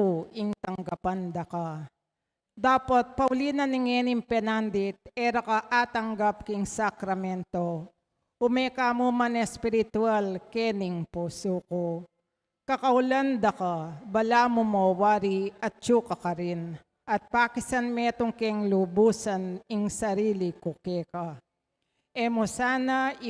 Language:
Pampanga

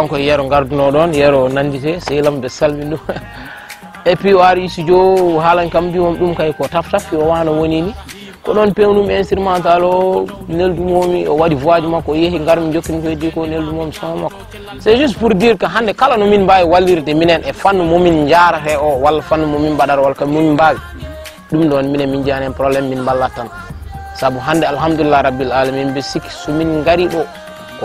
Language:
Fula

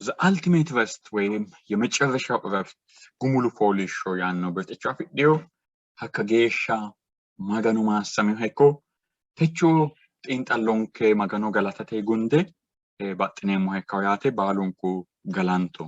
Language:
Sidamo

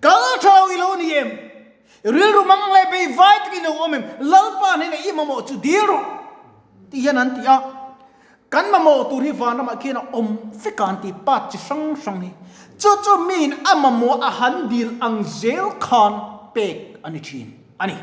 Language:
Mizo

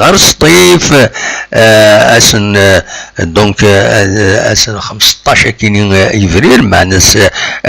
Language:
Kabyle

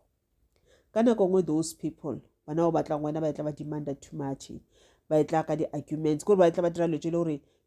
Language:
Northern Sotho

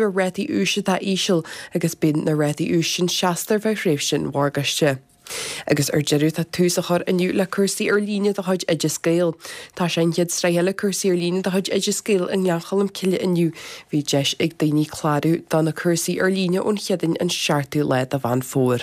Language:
Irish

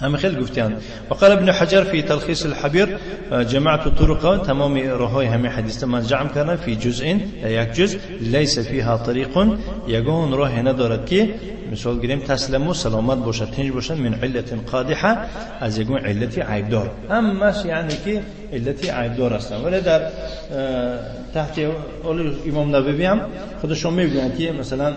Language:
Tajik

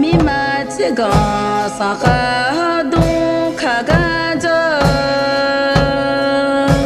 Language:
Akha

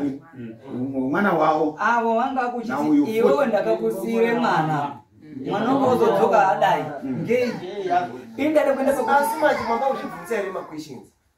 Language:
Shona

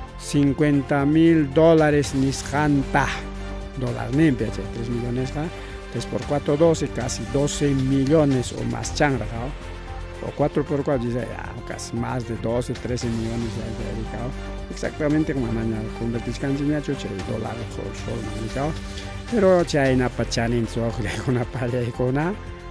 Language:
Ayacucho Quechua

